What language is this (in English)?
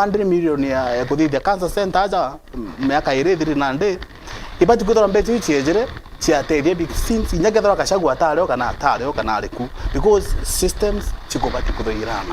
Meru